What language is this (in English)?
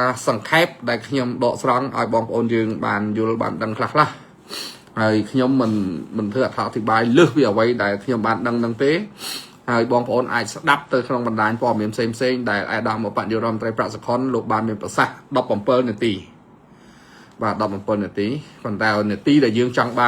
Khmer